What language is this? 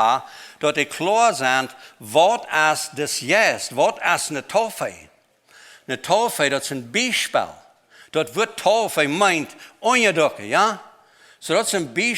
Plautdietsch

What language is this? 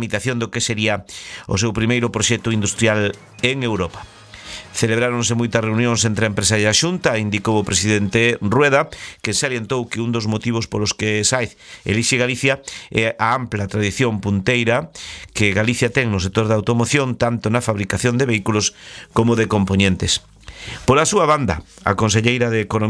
Galician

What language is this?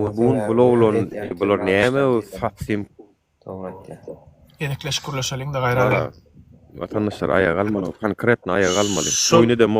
Turkmen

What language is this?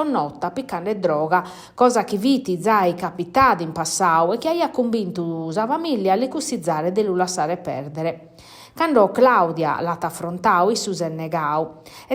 Sardinian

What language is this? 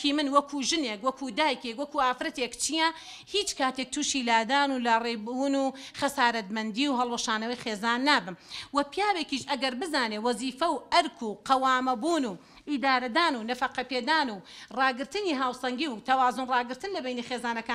Central Kurdish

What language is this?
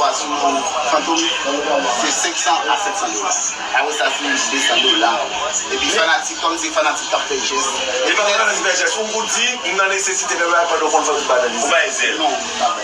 Haitian Creole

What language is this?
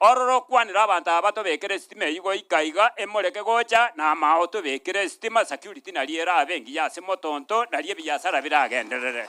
Gusii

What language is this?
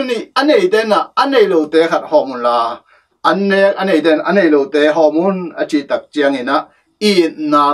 Tedim Chin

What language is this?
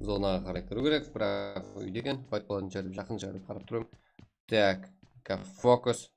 Kara-Kalpak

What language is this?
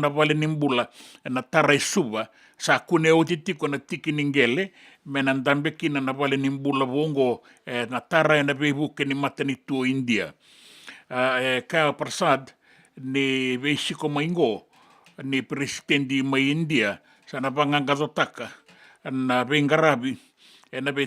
Fijian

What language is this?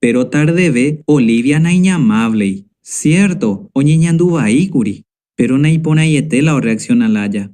Guarani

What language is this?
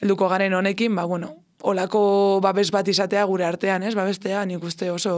Basque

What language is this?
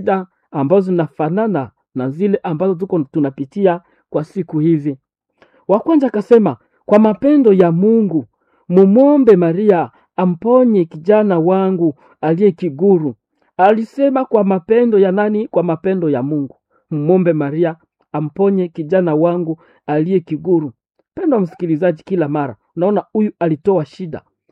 Swahili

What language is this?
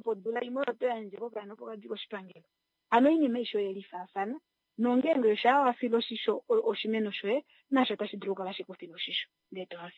Kuanyama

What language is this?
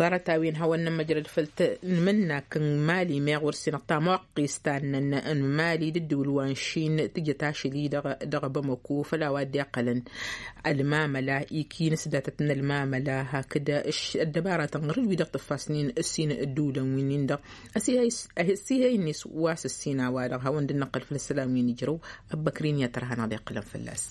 Tamasheq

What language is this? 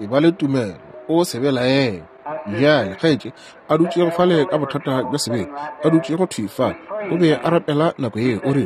Northern Sotho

